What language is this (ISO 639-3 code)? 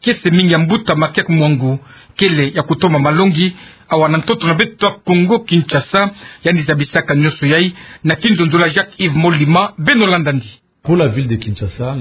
ktu